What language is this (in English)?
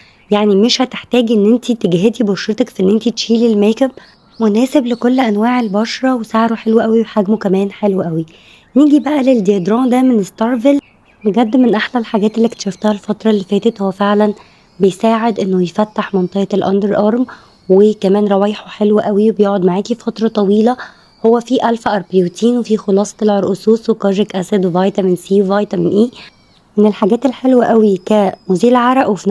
Egyptian Arabic